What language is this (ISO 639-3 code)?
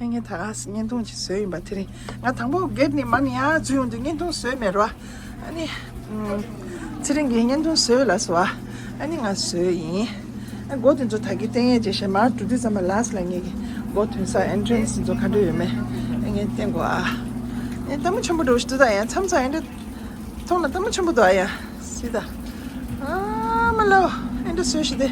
bod